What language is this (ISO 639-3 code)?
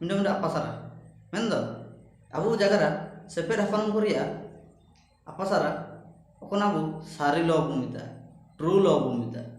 hoc